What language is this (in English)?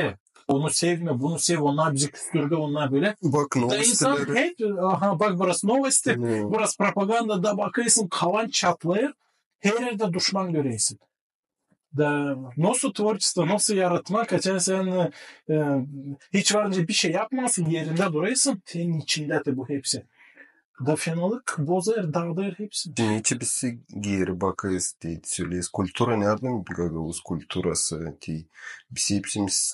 Gagauz